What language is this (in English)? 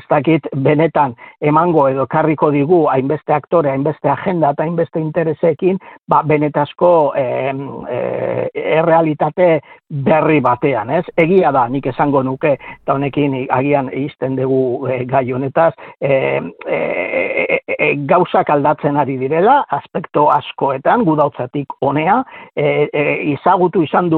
Basque